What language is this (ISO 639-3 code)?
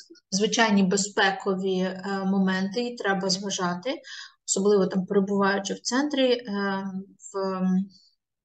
ukr